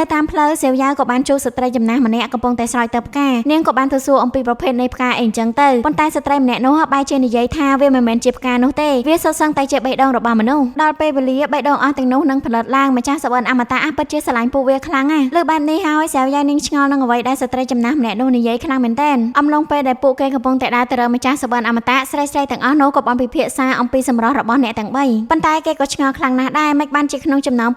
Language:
Khmer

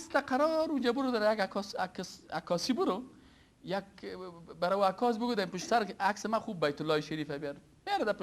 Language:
Persian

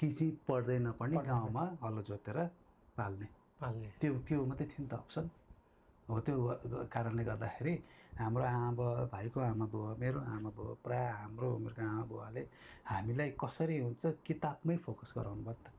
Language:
Nepali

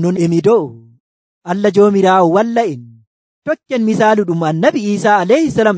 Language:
Nigerian Fulfulde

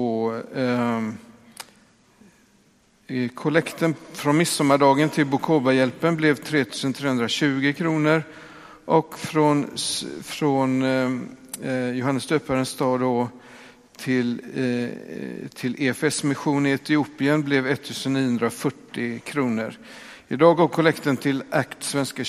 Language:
Swedish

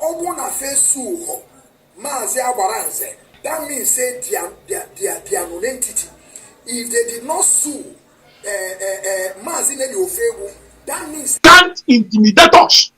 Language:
Igbo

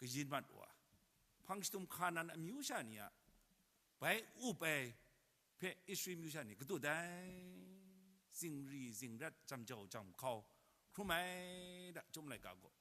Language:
Kachin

